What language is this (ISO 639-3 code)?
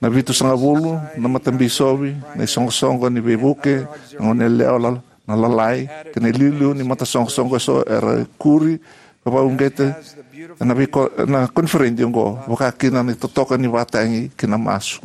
fij